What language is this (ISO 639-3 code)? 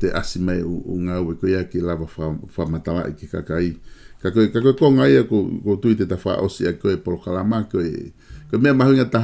ton